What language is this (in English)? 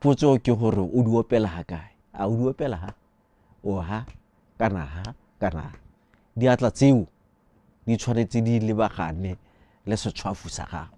Tswana